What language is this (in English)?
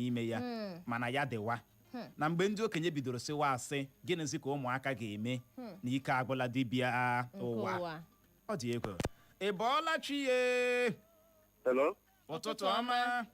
Igbo